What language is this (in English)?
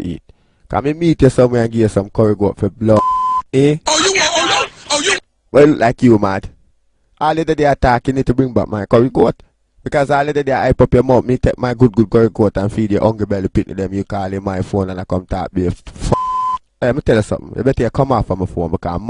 Jamaican Creole English